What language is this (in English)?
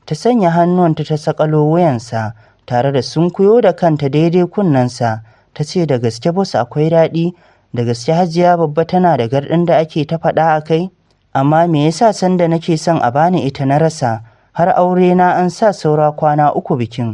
Hausa